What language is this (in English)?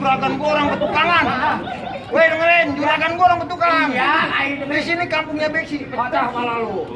Betawi